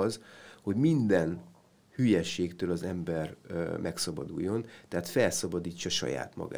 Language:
Hungarian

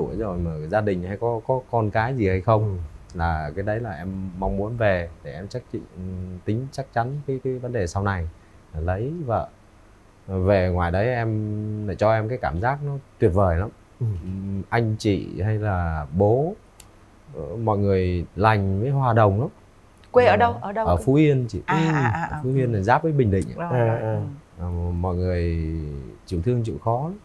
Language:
Vietnamese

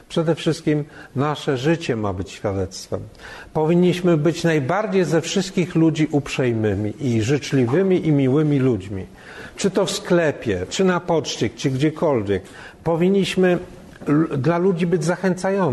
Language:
Polish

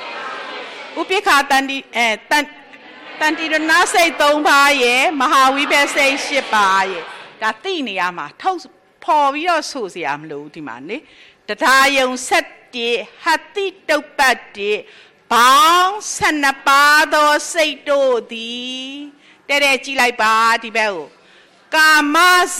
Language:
Burmese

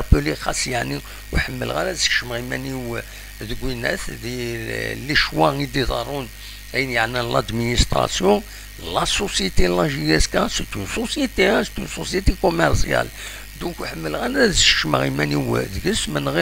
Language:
Kabyle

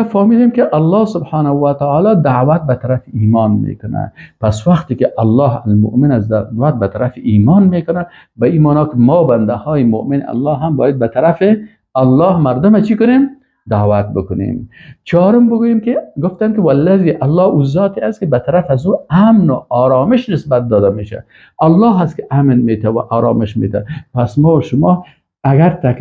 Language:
Persian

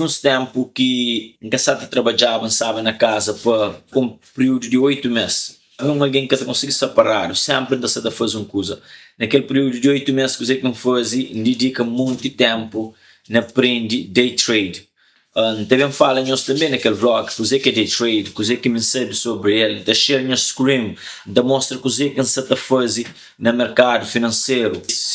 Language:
Kabuverdianu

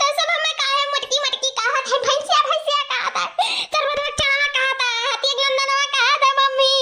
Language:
Awadhi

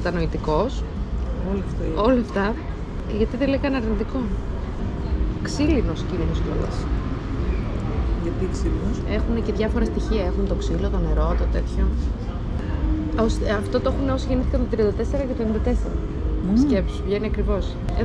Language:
Greek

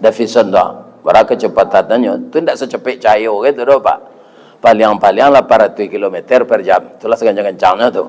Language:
Minangkabau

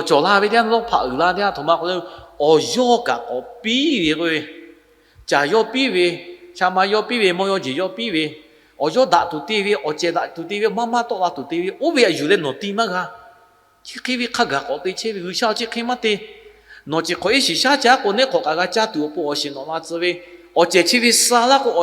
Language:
Lahu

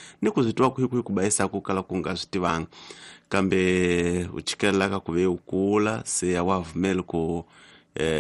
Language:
Tsonga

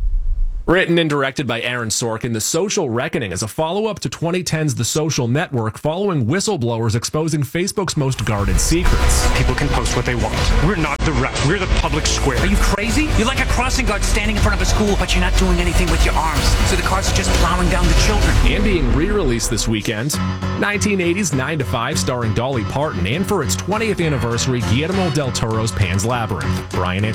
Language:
English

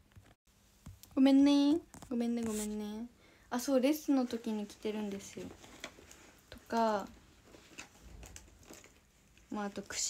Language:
Japanese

